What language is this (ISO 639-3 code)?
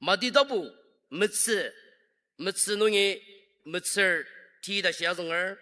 njo